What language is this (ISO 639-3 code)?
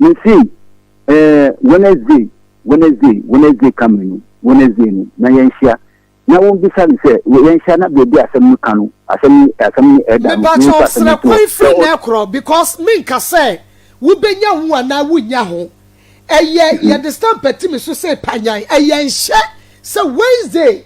aka